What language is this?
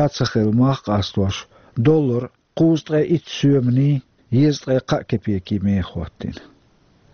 Chechen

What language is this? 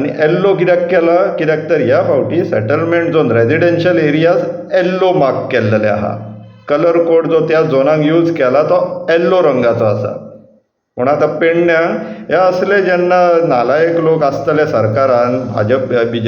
Konkani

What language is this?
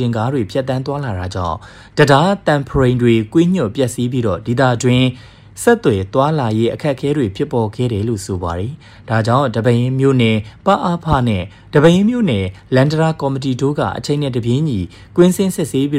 Burmese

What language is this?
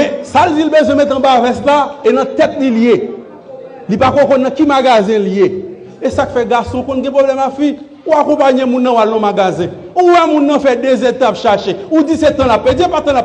Haitian Creole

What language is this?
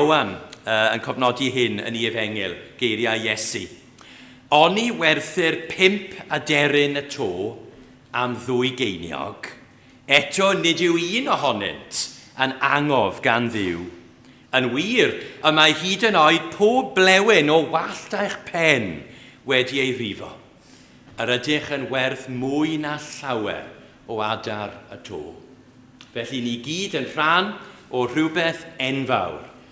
Welsh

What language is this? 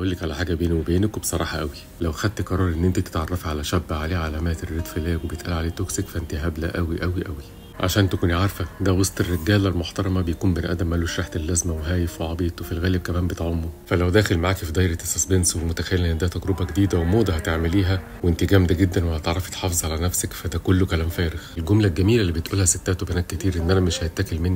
Egyptian Arabic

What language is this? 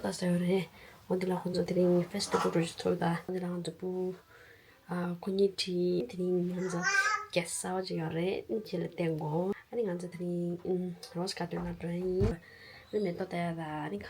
Tibetan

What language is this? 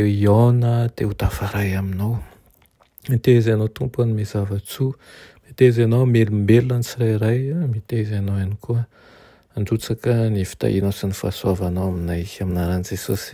Malagasy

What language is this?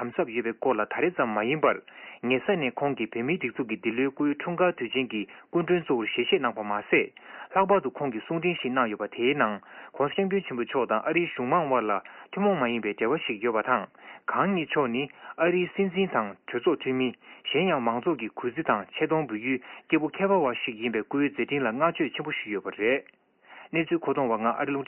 Tibetan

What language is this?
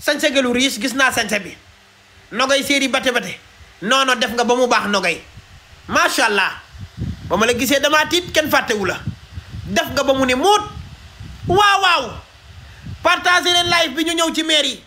Wolof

